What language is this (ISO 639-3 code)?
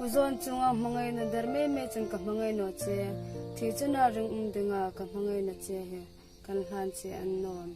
hmr